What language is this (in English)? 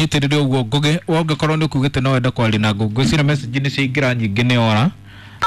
Kikuyu